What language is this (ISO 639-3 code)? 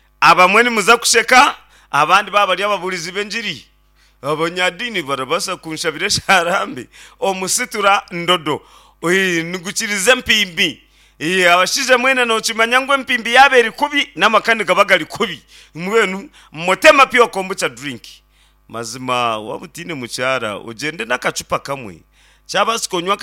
nyn